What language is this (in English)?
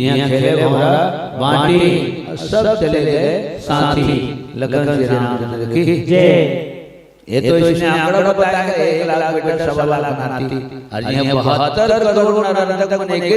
Chhattisgarhi